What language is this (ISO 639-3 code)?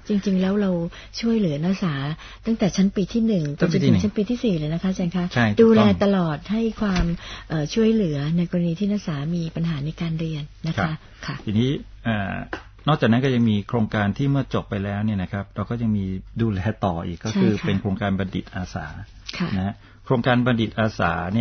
tha